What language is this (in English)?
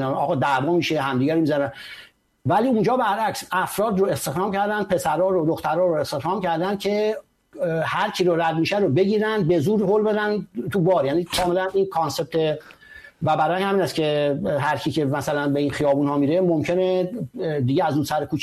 Persian